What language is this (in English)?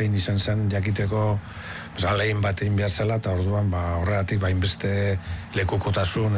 Basque